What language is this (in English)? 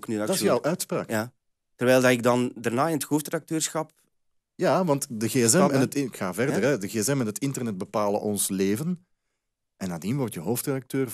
Dutch